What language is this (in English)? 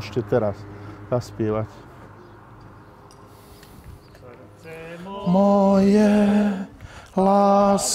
Slovak